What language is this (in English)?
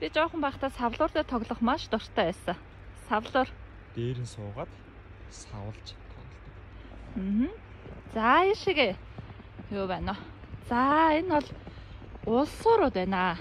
Mongolian